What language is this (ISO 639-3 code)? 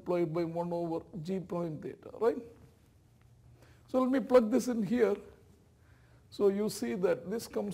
eng